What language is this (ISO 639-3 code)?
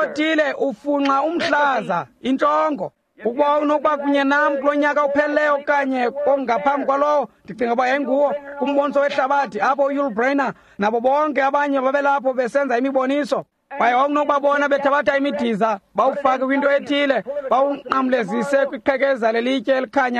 xho